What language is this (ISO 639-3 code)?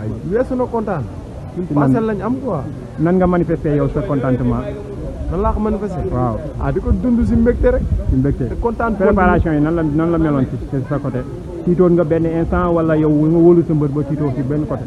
wol